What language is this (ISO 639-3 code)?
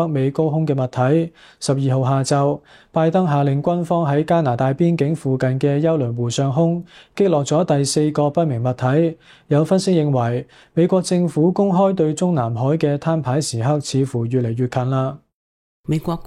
yue